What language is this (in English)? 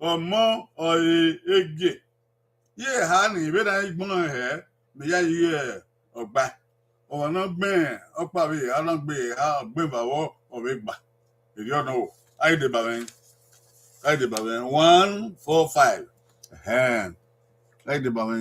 Bini